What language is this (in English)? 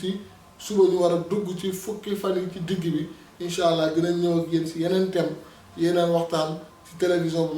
Wolof